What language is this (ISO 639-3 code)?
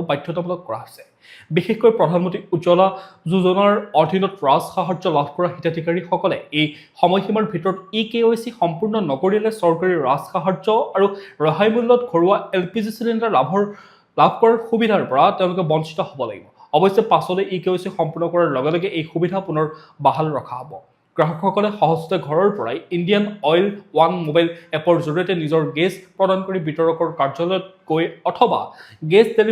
asm